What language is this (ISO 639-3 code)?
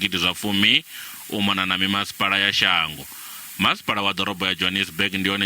ven